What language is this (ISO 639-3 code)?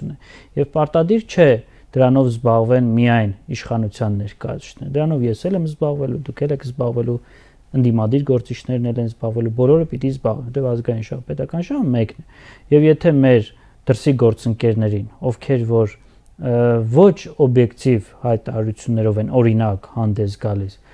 hye